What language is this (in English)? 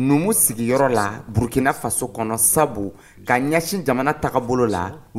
Dyula